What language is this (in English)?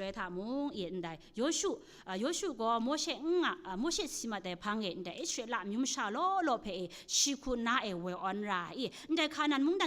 Kachin